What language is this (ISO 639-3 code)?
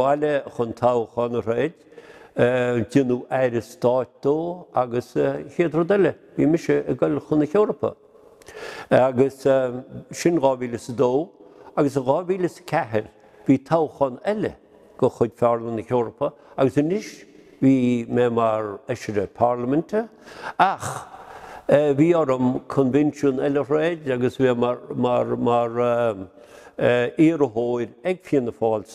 gle